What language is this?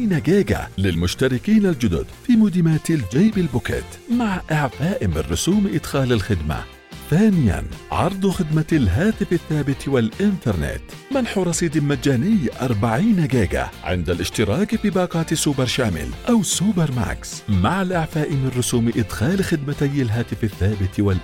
Arabic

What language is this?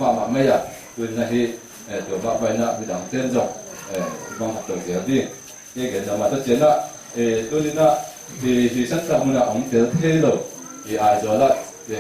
Tedim Chin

